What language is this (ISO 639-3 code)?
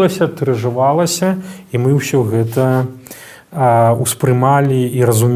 bel